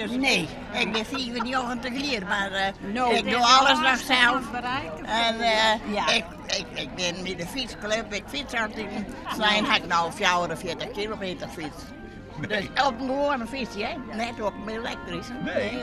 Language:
Western Frisian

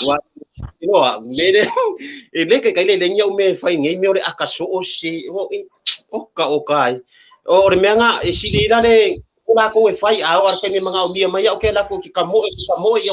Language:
Samoan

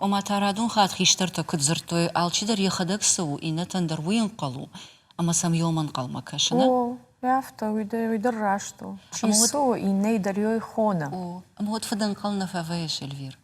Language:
Ossetic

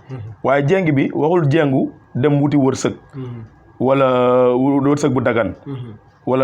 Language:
Wolof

